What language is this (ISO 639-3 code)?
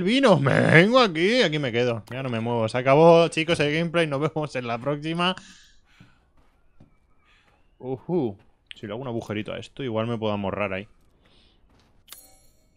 spa